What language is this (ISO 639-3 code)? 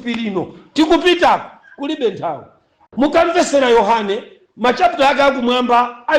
nya